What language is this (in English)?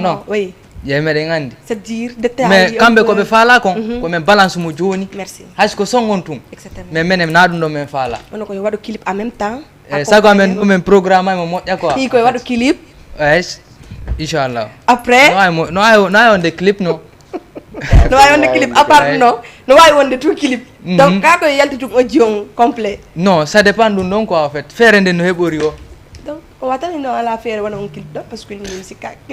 Fula